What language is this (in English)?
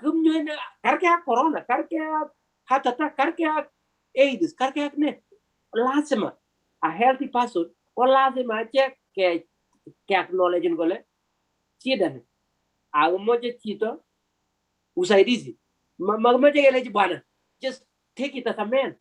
Kalenjin